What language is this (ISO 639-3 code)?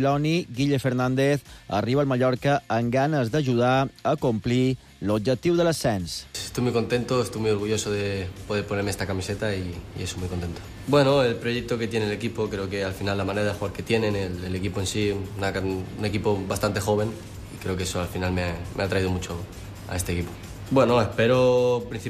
cat